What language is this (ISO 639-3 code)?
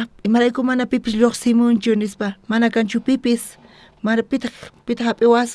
quh